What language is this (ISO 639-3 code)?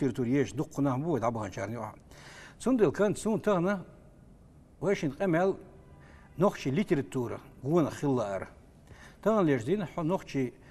che